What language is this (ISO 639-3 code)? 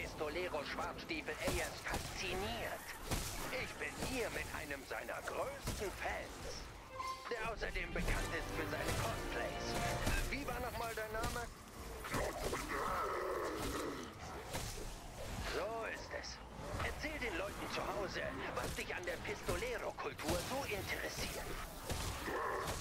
deu